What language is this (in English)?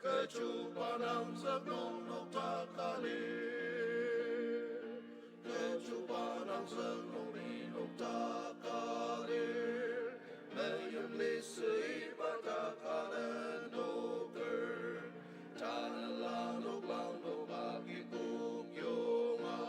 Ao Naga